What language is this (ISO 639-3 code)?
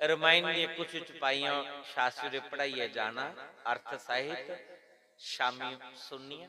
doi